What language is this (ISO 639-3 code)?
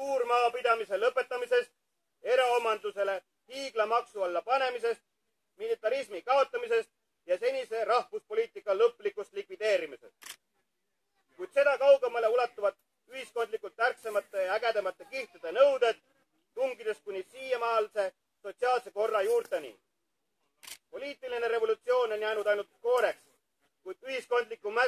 est